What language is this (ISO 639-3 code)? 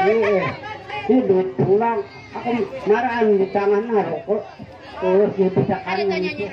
bjn